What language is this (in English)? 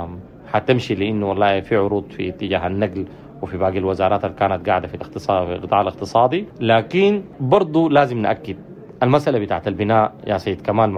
Sudanese Arabic